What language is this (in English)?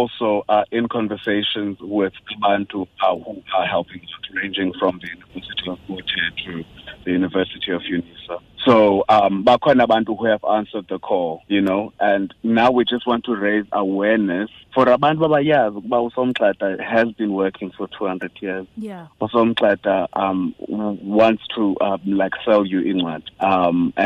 Xhosa